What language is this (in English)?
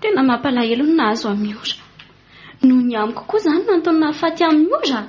Malagasy